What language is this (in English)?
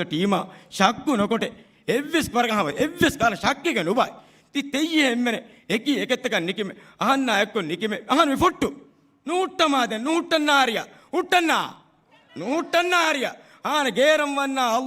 Divehi